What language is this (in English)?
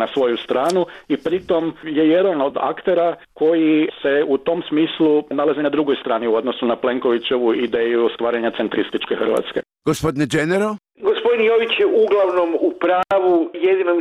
Croatian